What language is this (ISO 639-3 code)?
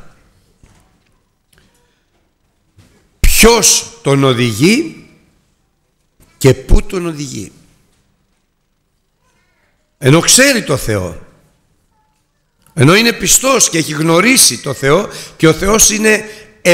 ell